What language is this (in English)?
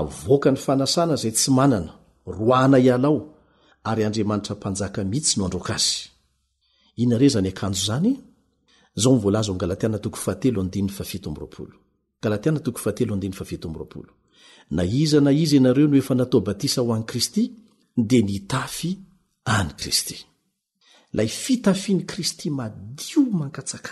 Malagasy